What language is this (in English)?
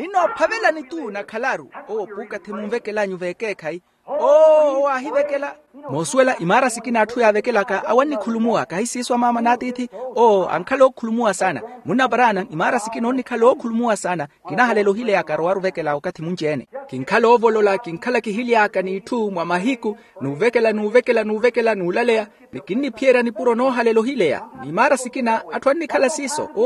Makhuwa